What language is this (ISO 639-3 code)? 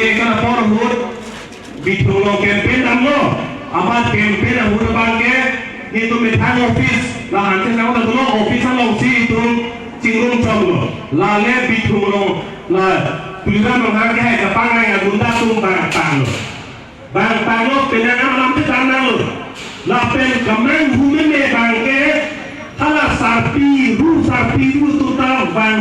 mjw